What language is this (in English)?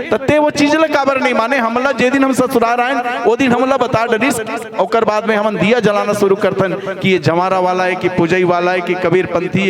Chhattisgarhi